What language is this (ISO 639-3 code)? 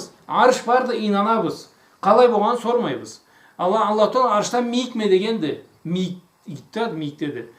krc